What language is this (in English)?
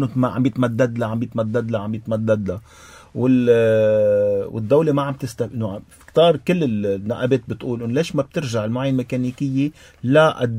North Levantine Arabic